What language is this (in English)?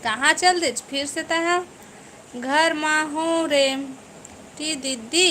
Chhattisgarhi